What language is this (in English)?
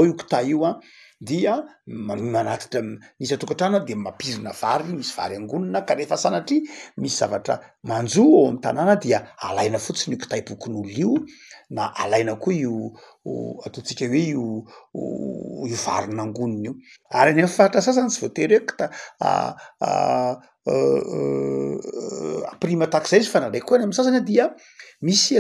Malagasy